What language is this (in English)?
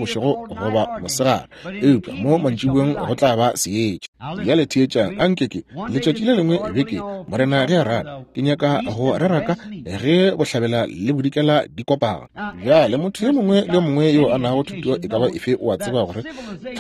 Northern Sotho